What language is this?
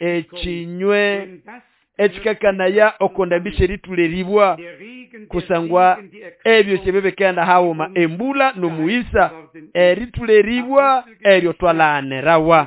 Nande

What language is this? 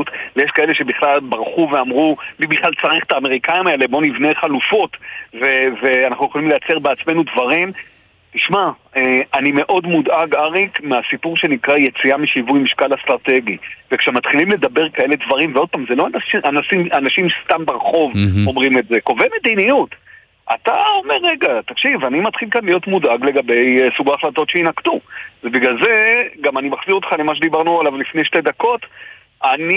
Hebrew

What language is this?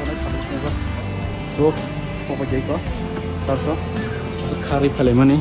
Kok Borok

